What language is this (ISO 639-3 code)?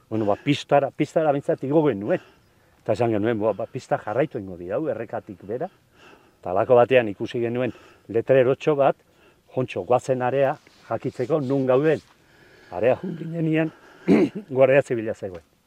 eus